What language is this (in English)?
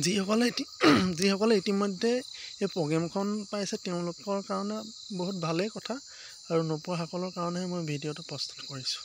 Assamese